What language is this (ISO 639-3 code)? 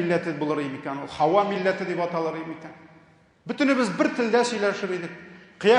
tat